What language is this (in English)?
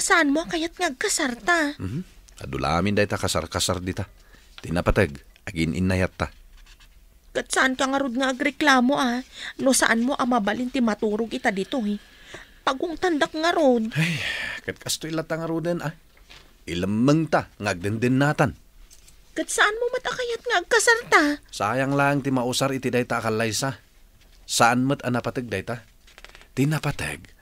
Iloko